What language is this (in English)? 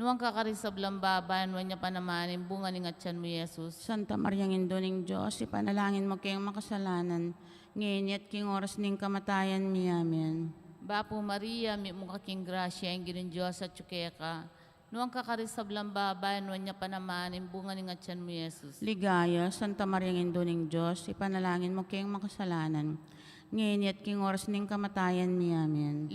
Pampanga